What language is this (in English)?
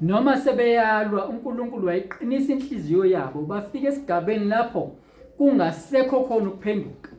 Zulu